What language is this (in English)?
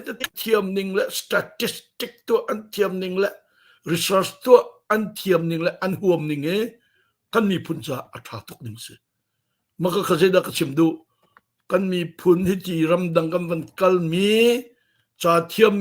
Hakha Chin